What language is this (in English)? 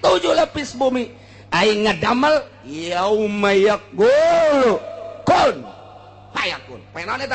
Sundanese